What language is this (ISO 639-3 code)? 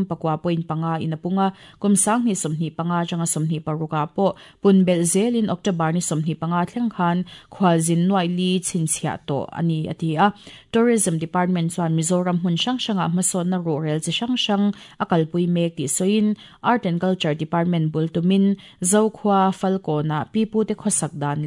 lus